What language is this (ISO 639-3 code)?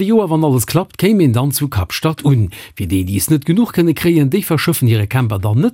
ltz